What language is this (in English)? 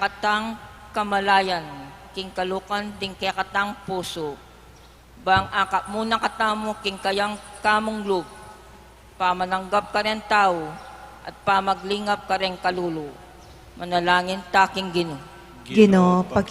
Pampanga